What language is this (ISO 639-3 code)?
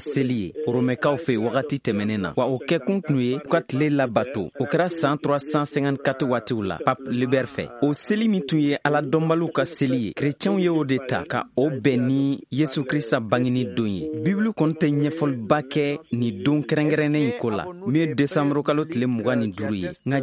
bam